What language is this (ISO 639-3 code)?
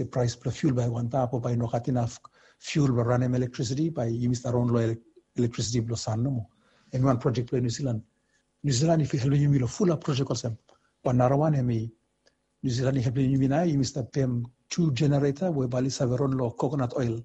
bis